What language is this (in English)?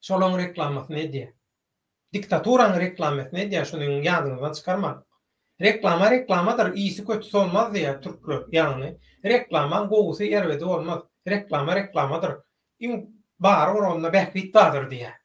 Turkmen